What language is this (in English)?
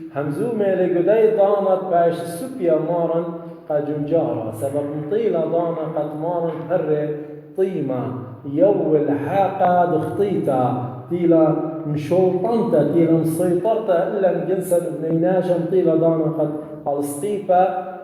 Assyrian Neo-Aramaic